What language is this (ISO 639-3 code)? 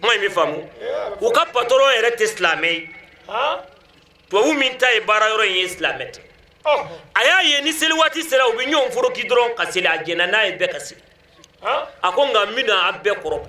bam